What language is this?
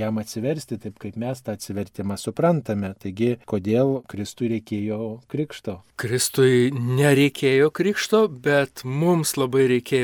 Lithuanian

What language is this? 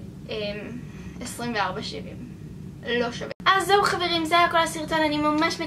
Hebrew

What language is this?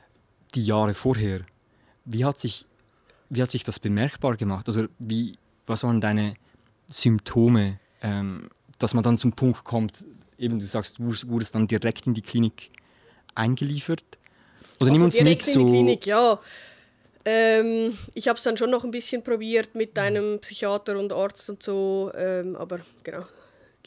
Swiss German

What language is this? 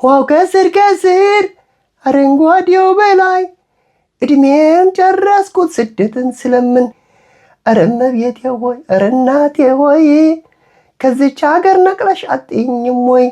Amharic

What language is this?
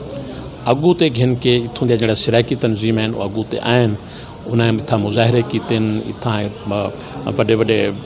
Saraiki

